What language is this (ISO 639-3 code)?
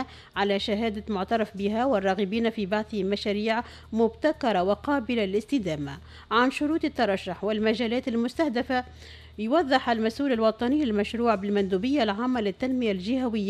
aeb